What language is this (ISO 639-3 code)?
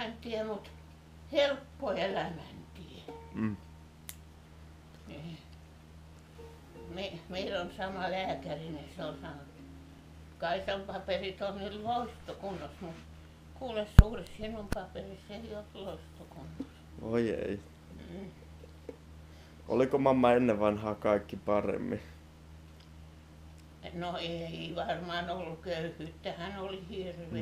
fin